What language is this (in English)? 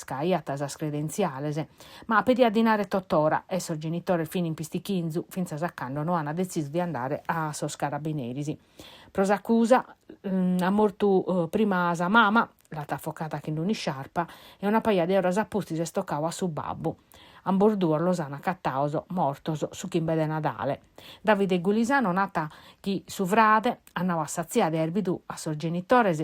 Sardinian